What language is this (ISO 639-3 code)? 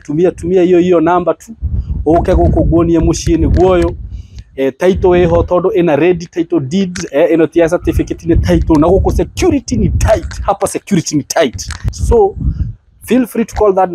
kik